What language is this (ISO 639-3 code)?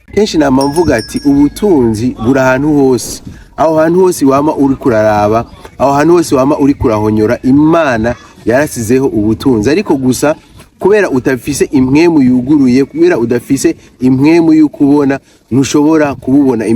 run